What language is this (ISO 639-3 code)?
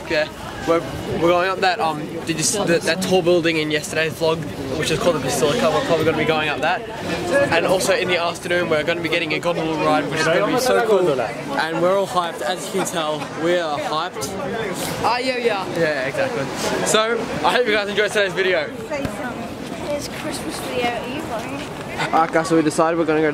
eng